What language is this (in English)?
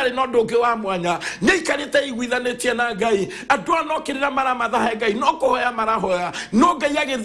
Kikuyu